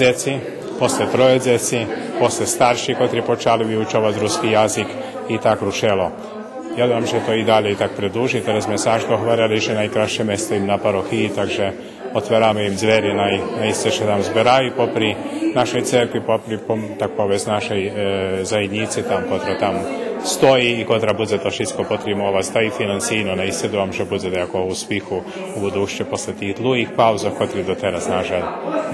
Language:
Rusyn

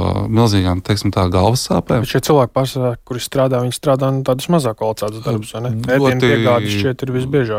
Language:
Latvian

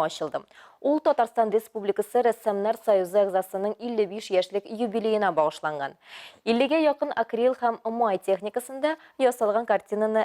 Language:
Tatar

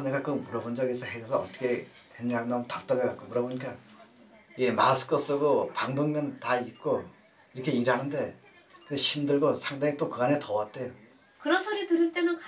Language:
Korean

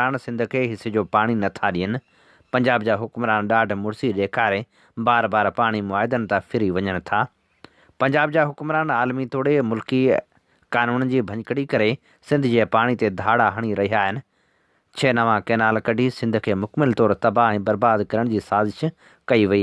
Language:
Sindhi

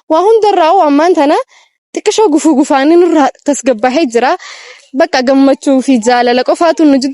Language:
Oromo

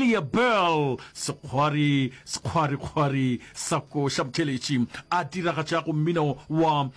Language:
Northern Sotho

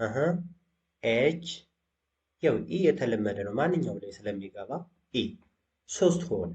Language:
Amharic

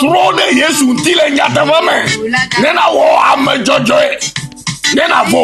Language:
Ewe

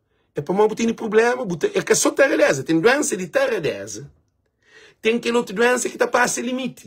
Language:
Kabuverdianu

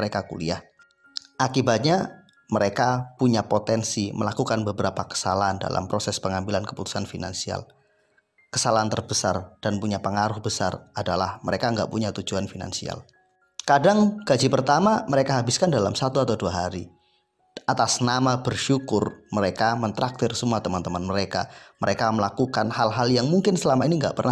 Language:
Indonesian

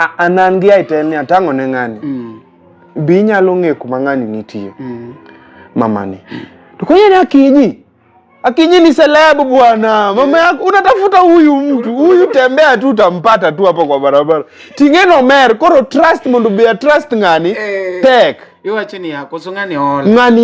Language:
Luo (Kenya and Tanzania)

